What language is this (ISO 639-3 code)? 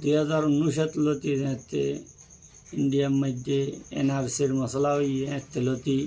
rhg